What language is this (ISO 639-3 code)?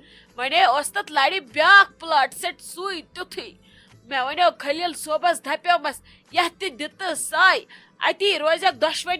kas